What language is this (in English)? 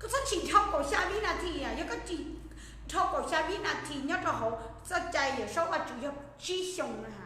Hmong